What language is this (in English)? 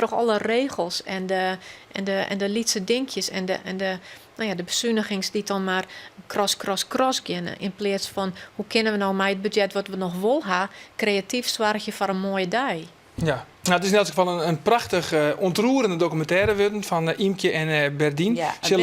Western Frisian